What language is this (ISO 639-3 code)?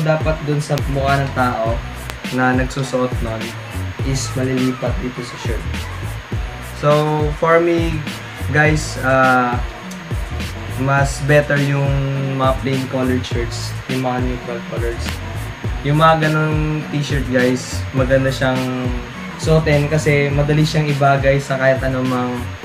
fil